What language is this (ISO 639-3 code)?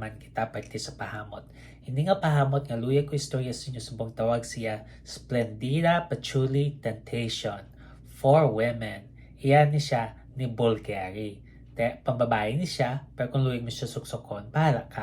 hil